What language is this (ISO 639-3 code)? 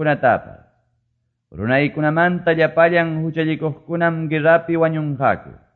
que